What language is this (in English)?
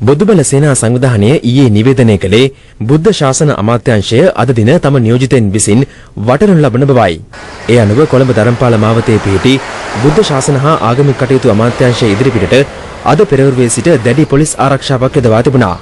Sinhala